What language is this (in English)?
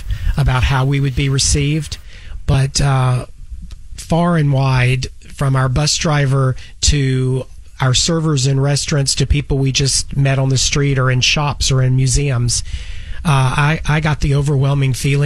English